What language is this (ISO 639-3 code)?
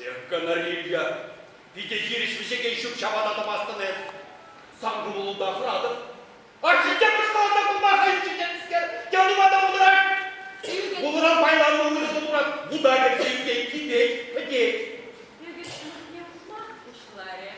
chv